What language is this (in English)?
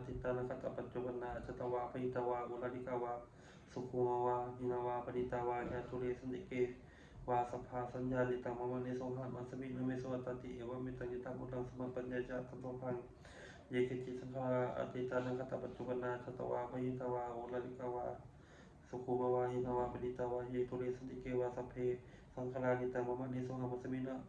Pali